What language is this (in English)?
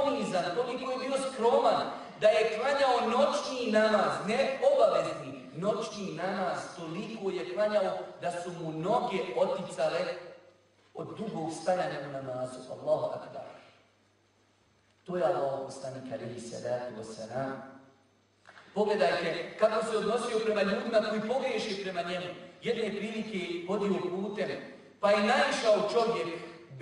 Bosnian